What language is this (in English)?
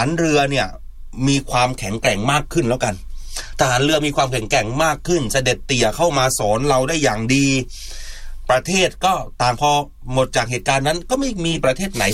Thai